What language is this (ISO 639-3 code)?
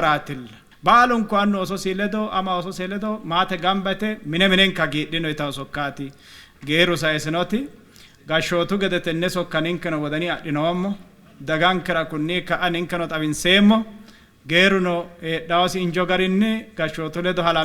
sid